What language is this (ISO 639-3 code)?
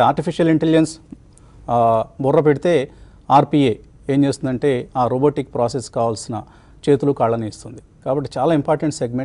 tel